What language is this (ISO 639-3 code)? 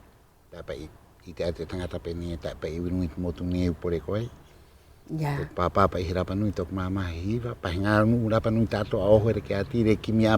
rap